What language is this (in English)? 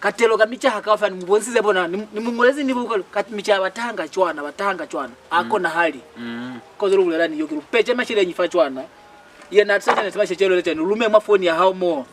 Lozi